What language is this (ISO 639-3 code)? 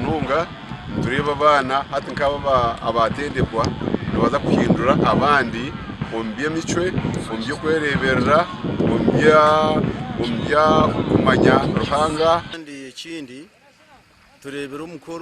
nyn